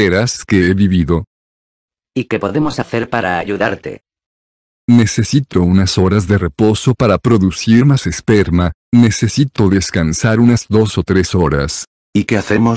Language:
Spanish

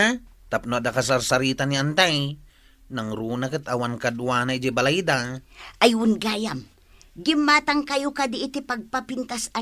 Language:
Iloko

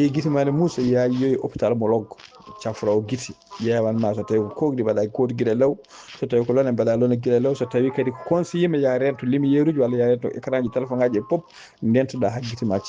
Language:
Fula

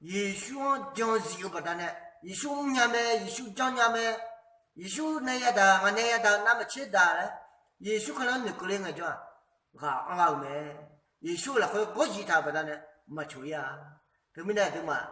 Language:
Akha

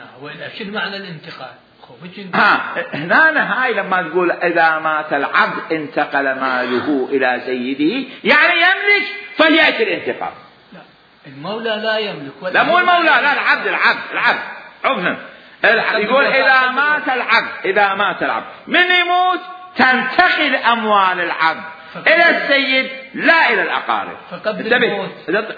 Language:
Mesopotamian Arabic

